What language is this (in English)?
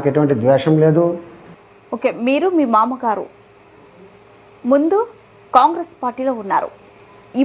Telugu